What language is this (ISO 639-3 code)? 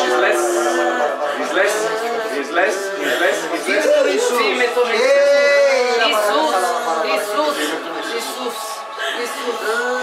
bul